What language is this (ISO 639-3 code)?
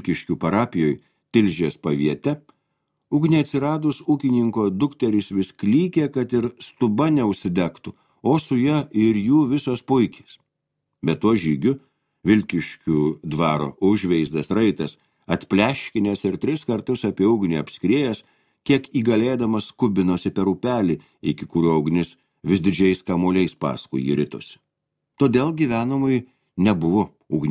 lit